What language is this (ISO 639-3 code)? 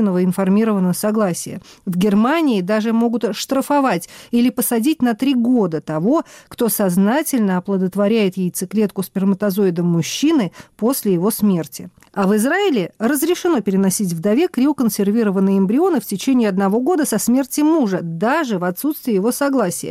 rus